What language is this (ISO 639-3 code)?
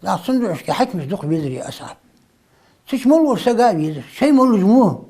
inh